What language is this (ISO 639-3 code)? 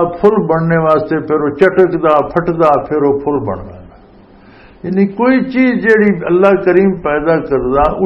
lah